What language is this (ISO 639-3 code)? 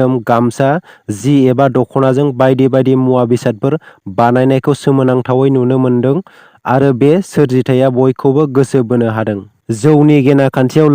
brx